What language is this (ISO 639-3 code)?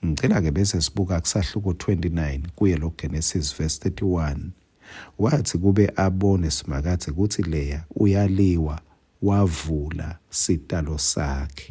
ssw